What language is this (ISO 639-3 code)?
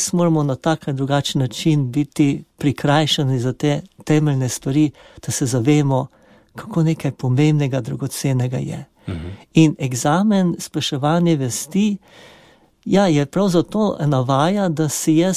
slv